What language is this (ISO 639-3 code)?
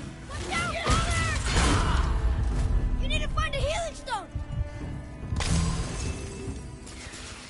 eng